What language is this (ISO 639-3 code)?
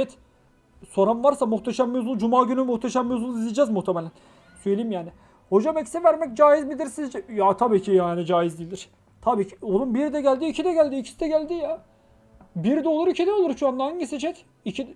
tur